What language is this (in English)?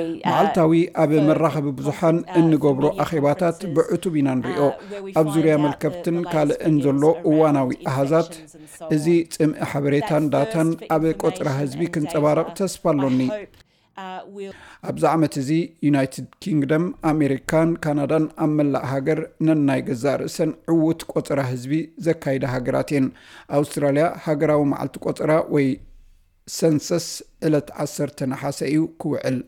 Tigrinya